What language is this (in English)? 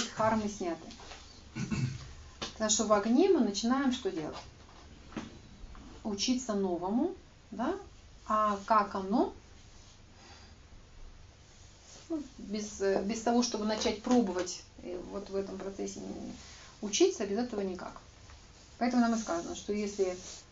Russian